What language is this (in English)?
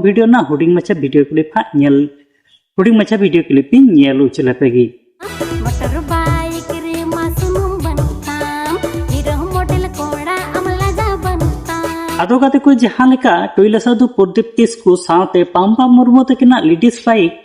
Santali